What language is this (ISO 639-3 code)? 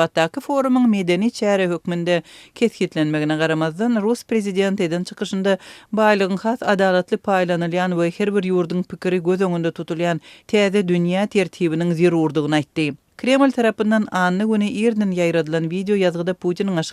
tuk